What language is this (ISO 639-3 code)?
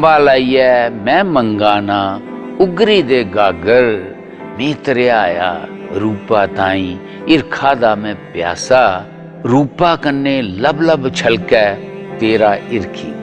doi